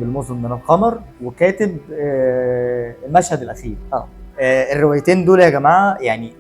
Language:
Egyptian Arabic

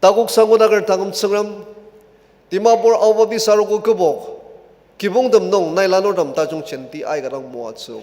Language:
Ao Naga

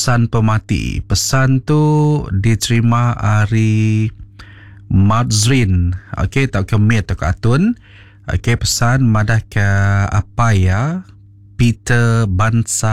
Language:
Iban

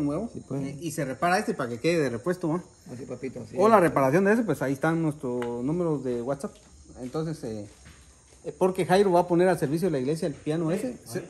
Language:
Spanish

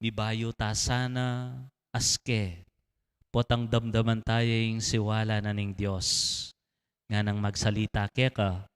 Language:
Pampanga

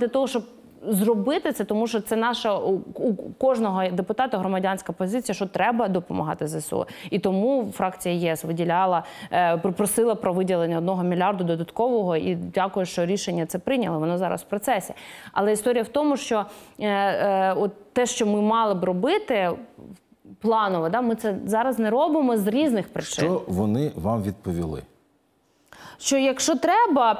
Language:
Ukrainian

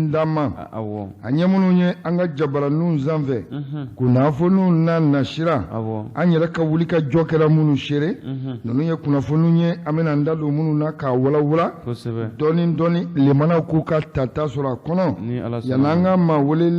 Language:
Bambara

